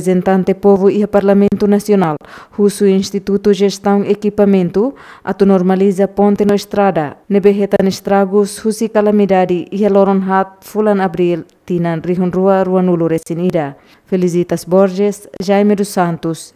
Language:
Tetum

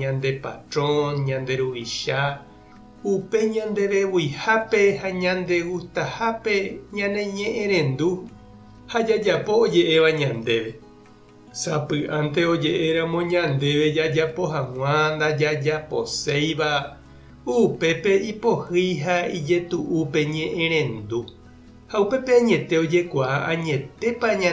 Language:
Guarani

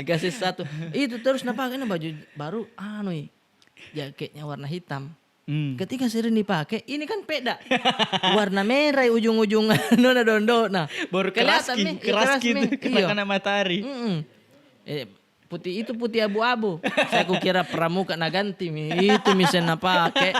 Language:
Makassar Malay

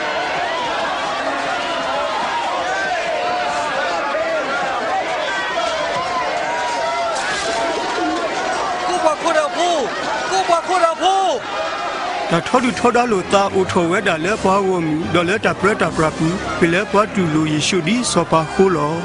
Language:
S'gaw Karen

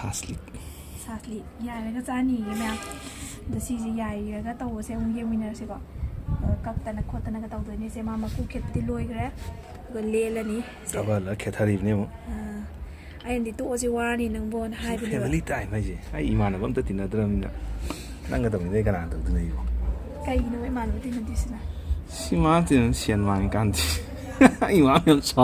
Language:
Manipuri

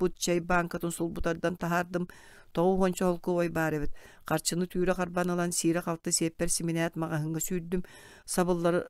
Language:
Yakut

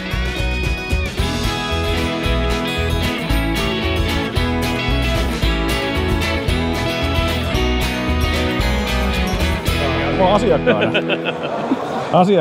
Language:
Finnish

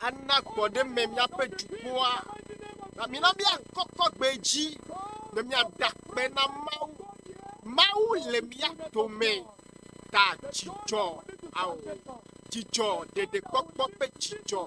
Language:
Ewe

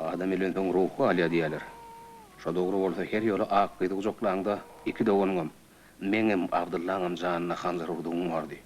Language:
Turkmen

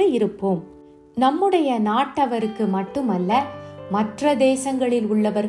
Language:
Tamil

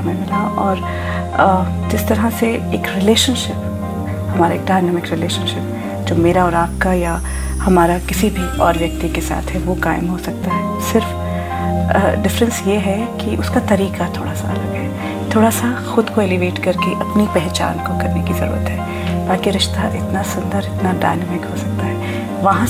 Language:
Hindi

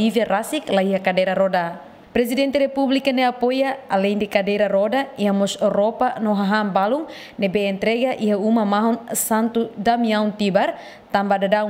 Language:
Tetum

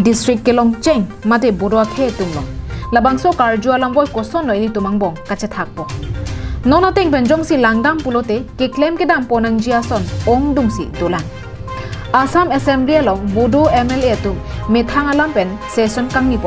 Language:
Karbi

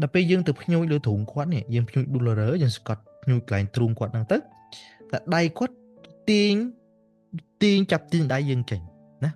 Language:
Khmer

